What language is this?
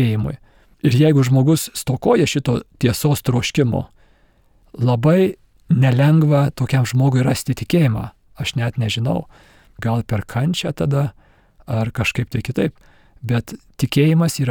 Lithuanian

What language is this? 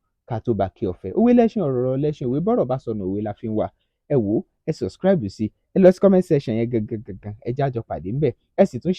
Yoruba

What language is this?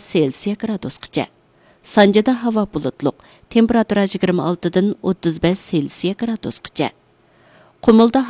Uyghur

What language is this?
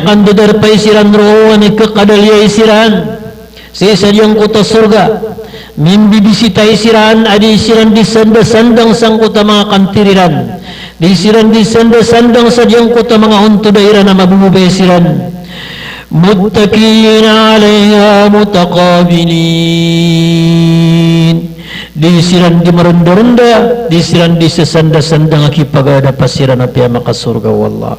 Maranao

